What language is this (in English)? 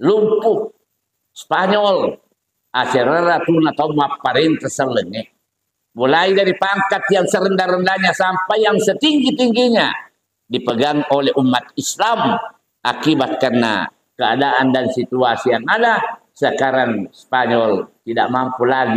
Buginese